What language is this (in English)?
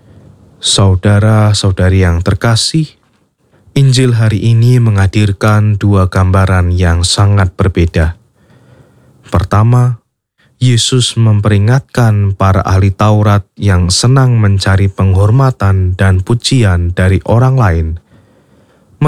Indonesian